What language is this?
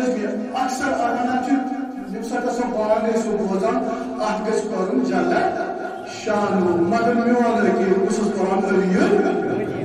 Kashmiri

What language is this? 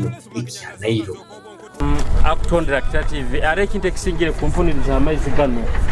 Nyoro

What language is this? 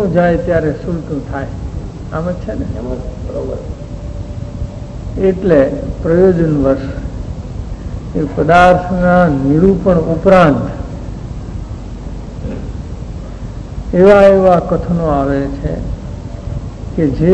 Gujarati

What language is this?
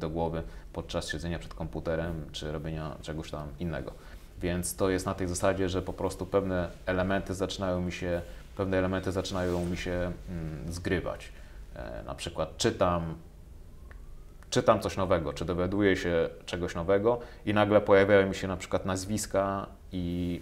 Polish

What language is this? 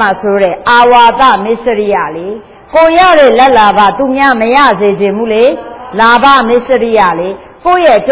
Burmese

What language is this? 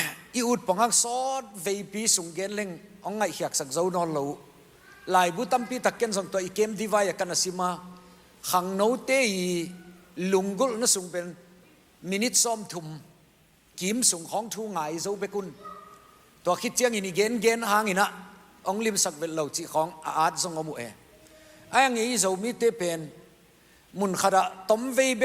Tedim Chin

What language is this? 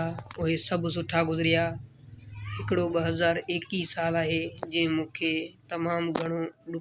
Sindhi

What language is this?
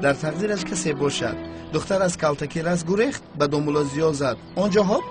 Tajik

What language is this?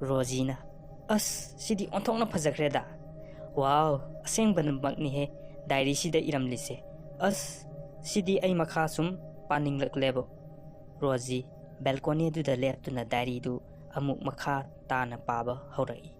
Manipuri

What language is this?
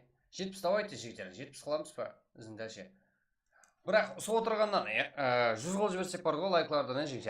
Kara-Kalpak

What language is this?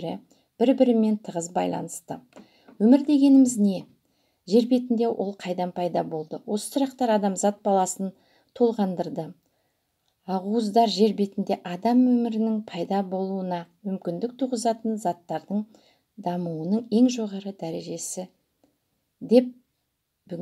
Kazakh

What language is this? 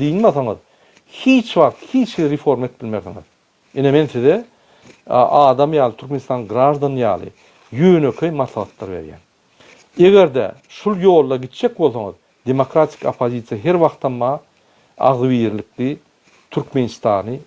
Turkmen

